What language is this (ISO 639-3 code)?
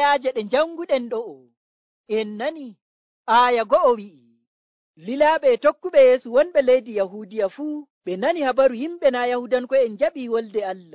fuv